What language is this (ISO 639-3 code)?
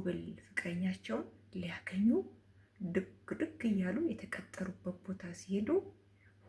amh